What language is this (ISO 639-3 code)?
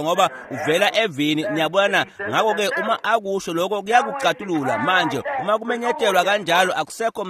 ssw